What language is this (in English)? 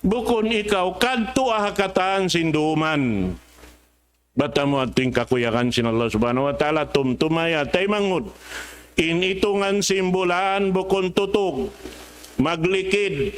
Tausug